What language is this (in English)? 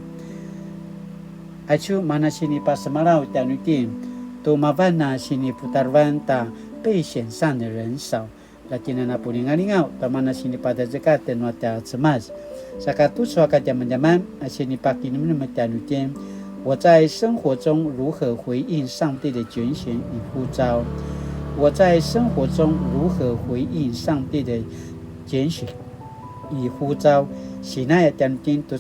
Paiwan